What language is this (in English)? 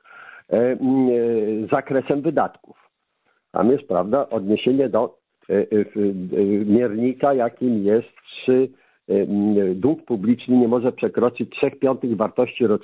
Polish